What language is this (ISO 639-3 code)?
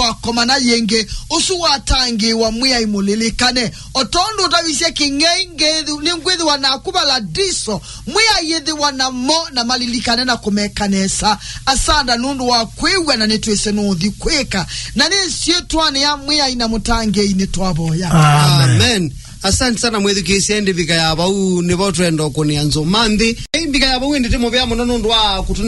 kam